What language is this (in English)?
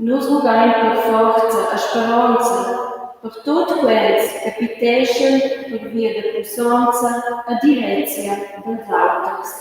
Romansh